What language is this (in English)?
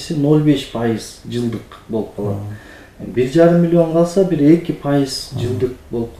Kyrgyz